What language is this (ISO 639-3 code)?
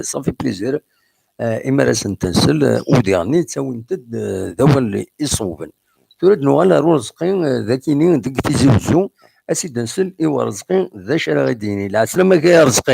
kab